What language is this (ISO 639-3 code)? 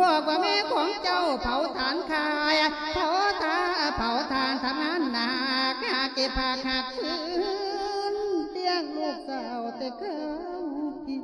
lao